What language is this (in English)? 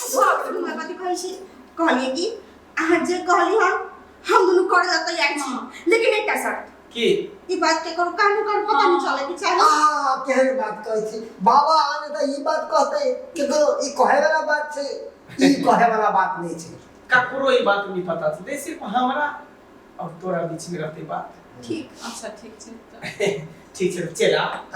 Maithili